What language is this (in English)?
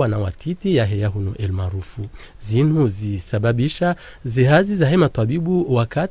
Ngazidja Comorian